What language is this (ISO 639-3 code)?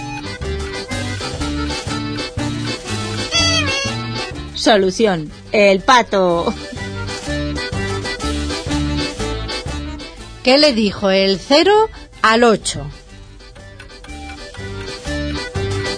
spa